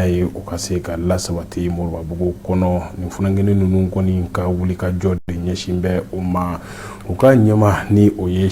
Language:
Bambara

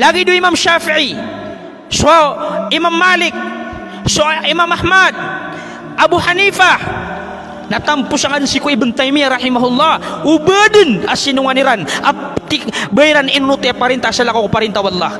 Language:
Maranao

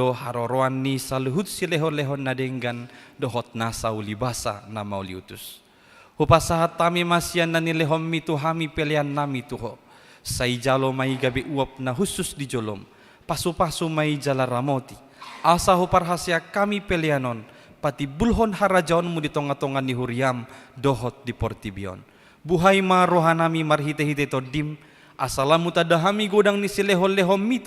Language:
Batak Toba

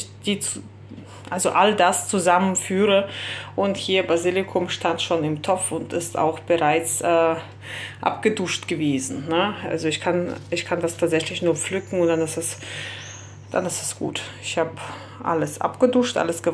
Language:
German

